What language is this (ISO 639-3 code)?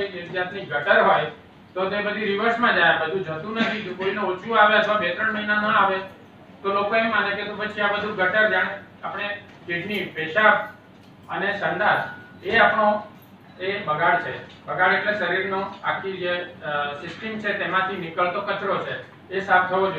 guj